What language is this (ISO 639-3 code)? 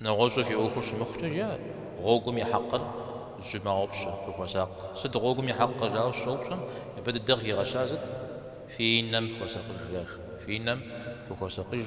kbd